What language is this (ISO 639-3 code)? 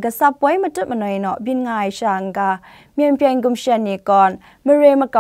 kac